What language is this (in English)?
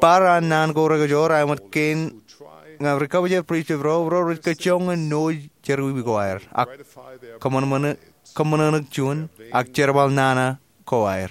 Marshallese